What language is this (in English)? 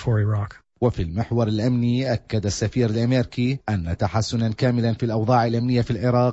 Arabic